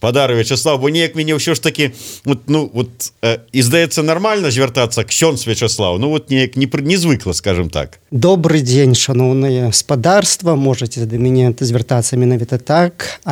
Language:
Belarusian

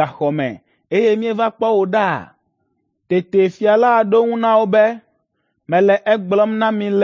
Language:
Ewe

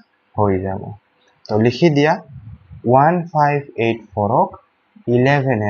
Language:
Assamese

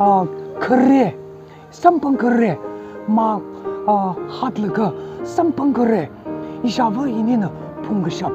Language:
Tangkhul Naga (India)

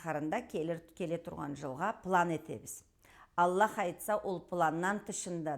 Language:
Karachay-Balkar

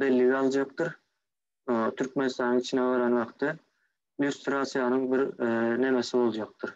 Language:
Turkmen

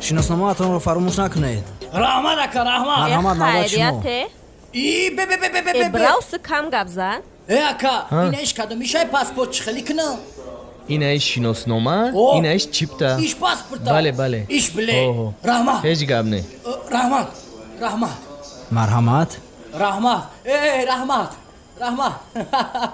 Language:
Tajik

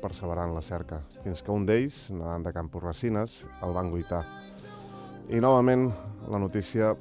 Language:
Catalan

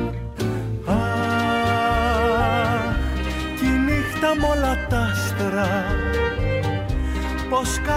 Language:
Greek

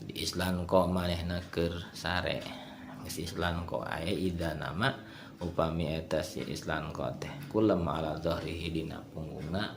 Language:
Sundanese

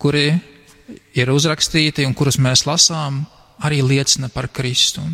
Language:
Latvian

